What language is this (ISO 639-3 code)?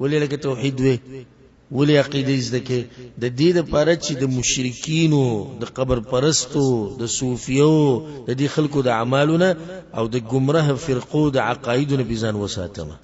pus